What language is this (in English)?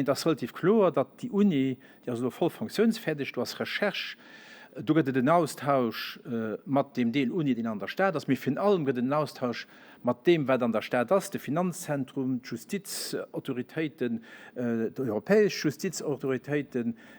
Luxembourgish